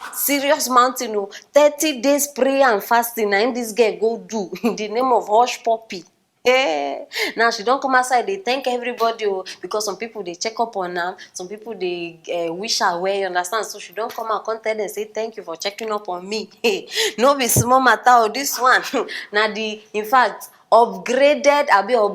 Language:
Nigerian Pidgin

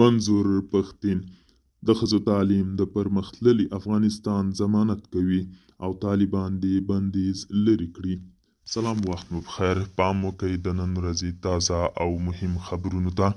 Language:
Pashto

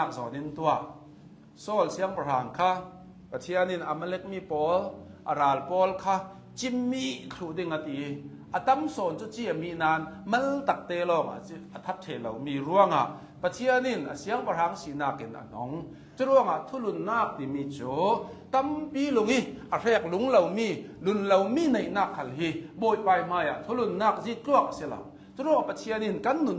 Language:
Hakha Chin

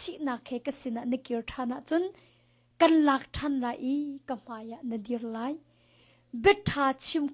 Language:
Hakha Chin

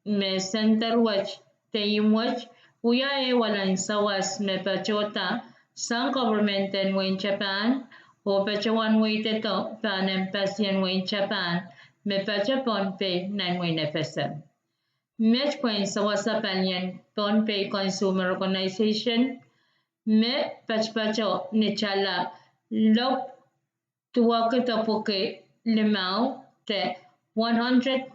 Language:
Pohnpeian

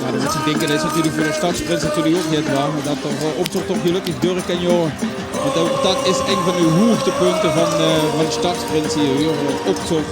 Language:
Limburgish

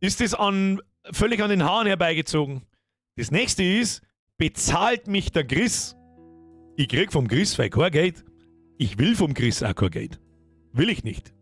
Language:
Bavarian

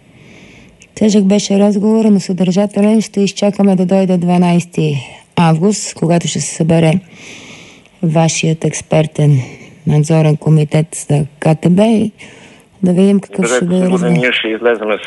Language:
Bulgarian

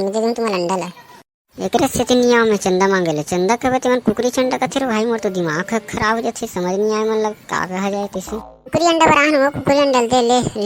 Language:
Chhattisgarhi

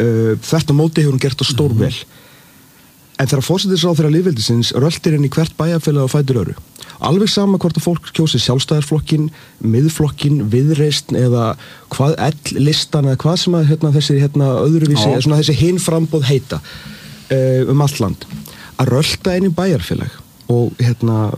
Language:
Icelandic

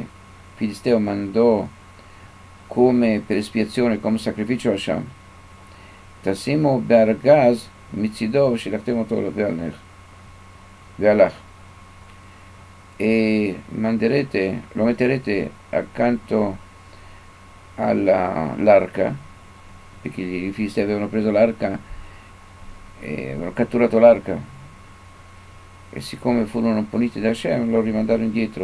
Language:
Italian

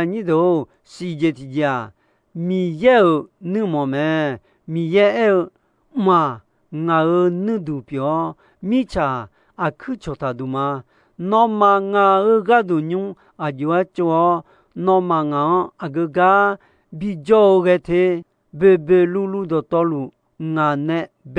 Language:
Akha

